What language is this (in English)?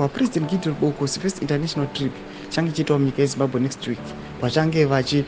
Shona